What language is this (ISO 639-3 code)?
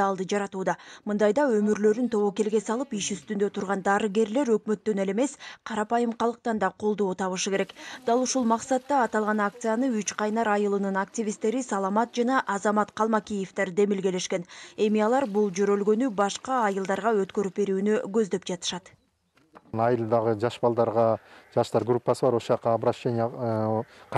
kir